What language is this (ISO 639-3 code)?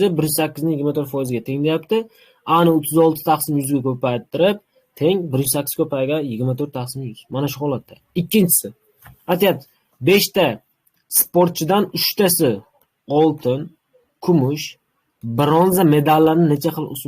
uzb